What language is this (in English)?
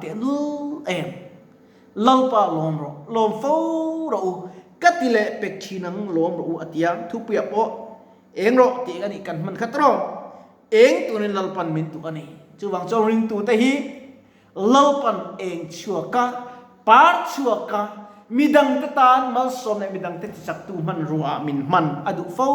Mizo